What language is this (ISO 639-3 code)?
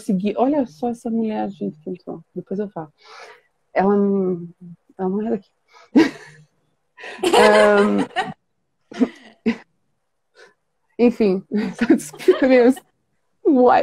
por